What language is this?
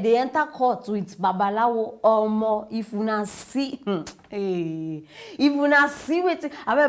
Nigerian Pidgin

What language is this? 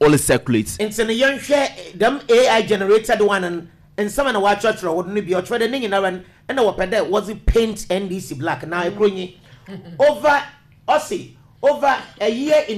Akan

